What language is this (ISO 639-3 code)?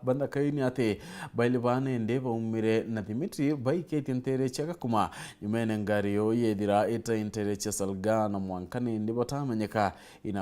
mer